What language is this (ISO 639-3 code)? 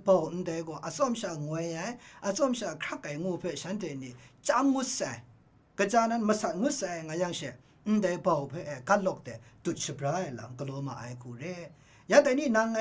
kac